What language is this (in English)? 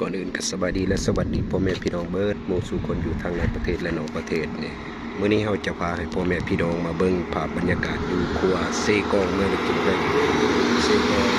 Lao